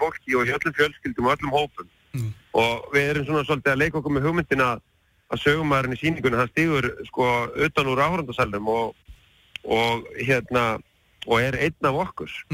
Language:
Icelandic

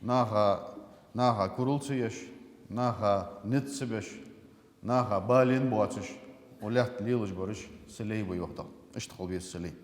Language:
Ingush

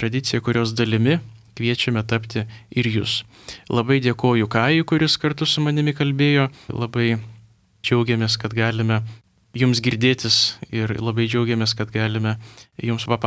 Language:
Lithuanian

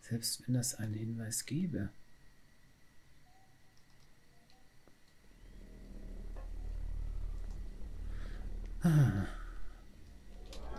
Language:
German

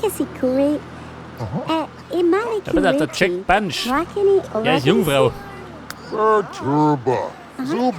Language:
Bavarian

